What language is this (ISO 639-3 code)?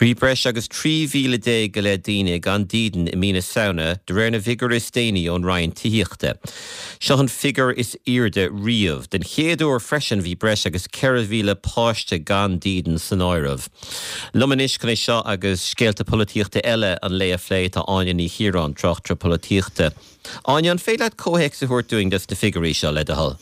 gle